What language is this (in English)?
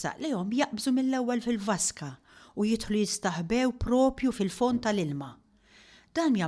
Maltese